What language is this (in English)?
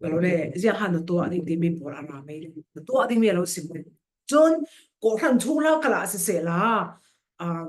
Falam Chin